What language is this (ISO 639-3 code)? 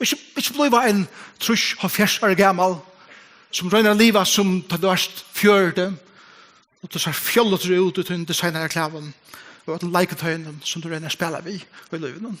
fao